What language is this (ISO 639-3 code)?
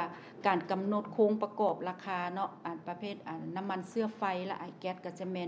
lao